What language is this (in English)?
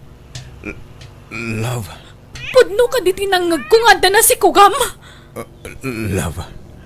Iloko